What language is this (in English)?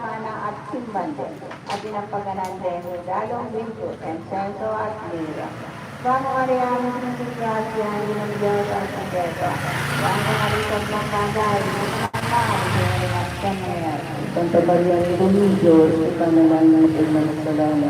Pampanga